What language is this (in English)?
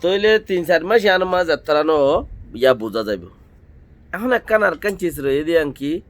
Rohingya